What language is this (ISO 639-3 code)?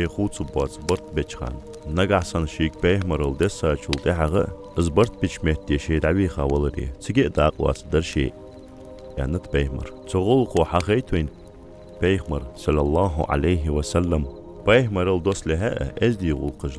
inh